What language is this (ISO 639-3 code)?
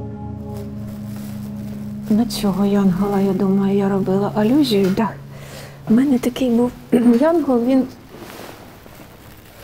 ukr